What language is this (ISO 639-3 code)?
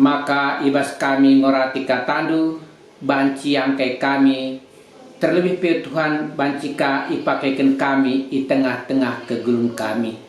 btx